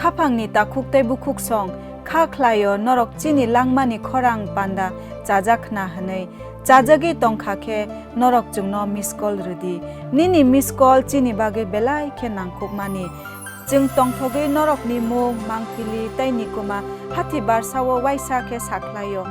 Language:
Kok Borok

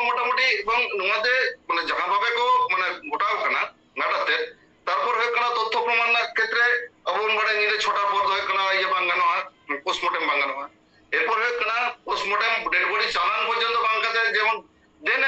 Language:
Santali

